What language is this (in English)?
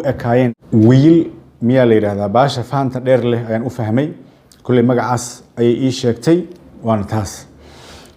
Somali